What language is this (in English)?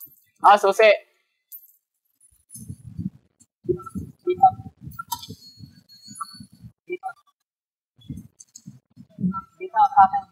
Filipino